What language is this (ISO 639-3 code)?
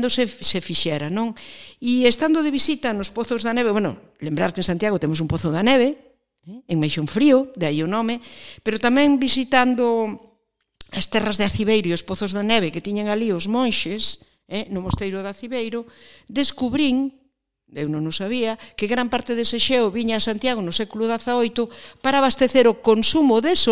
glg